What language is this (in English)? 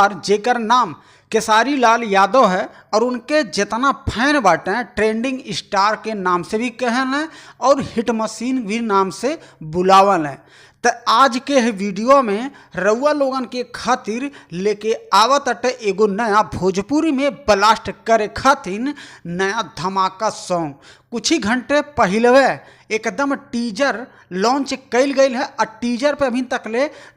Bhojpuri